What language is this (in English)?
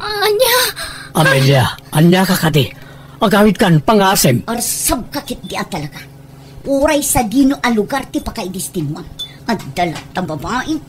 Iloko